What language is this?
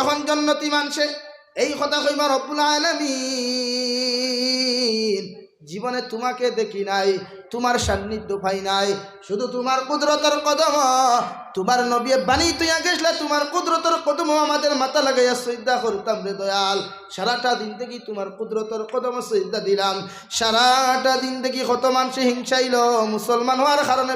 Sylheti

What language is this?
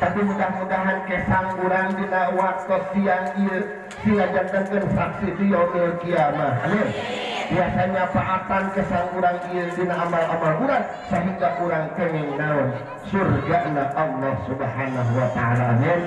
Sundanese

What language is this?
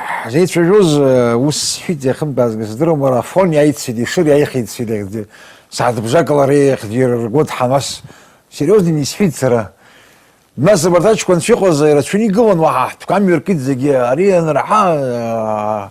Abkhazian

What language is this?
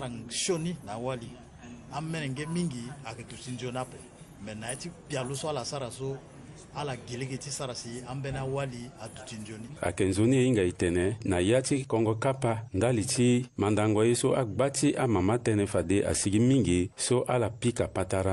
Sango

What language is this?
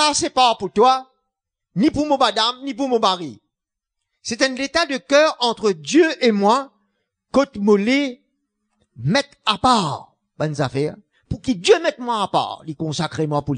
Morisyen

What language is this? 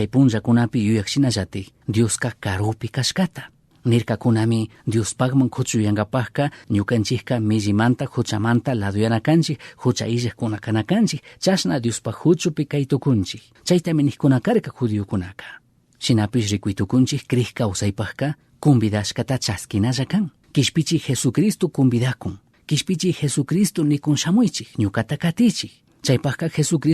Chimborazo Highland Quichua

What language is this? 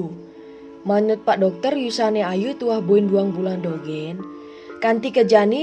Balinese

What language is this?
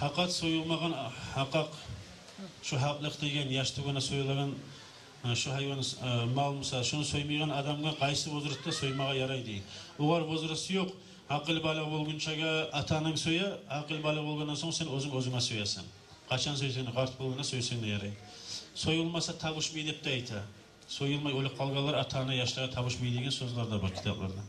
Kumyk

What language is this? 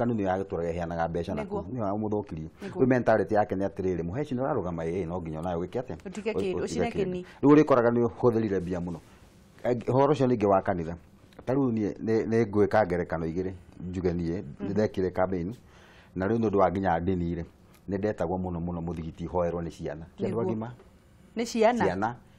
Kikuyu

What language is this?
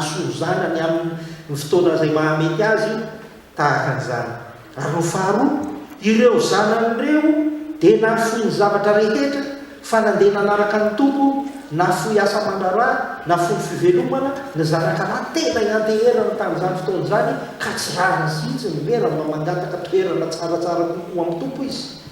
Malagasy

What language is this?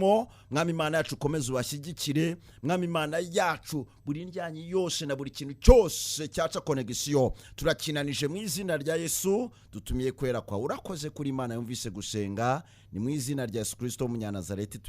Kinyarwanda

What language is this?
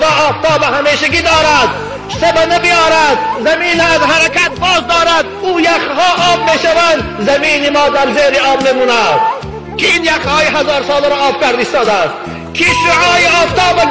Tajik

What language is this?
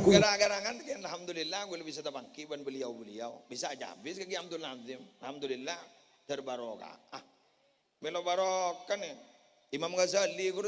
Madurese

